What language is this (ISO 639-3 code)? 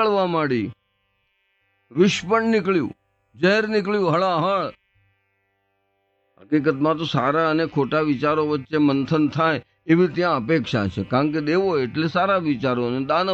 guj